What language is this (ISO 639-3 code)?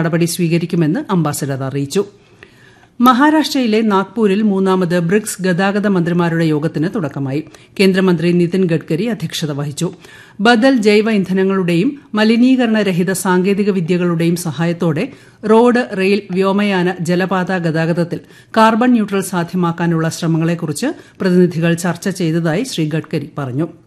mal